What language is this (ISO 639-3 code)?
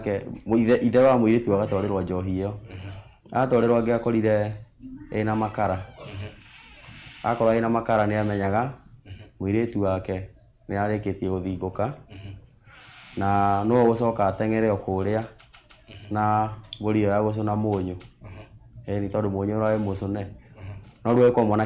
kik